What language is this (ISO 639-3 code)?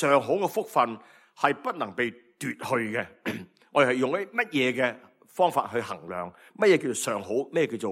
yue